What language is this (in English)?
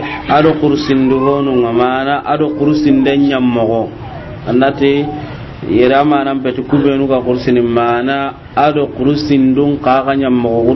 Soninke